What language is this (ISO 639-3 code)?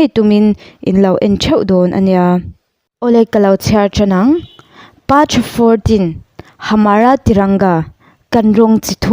lus